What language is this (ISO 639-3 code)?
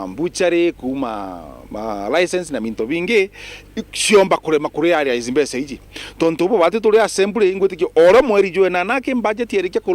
mer